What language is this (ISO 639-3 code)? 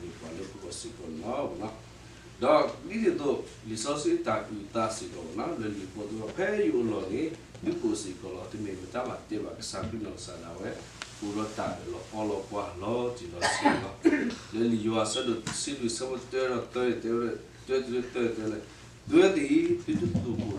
ksw